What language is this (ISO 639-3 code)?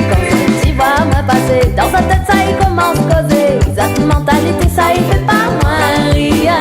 rcf